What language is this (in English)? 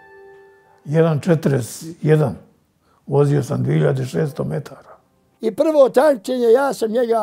Bosnian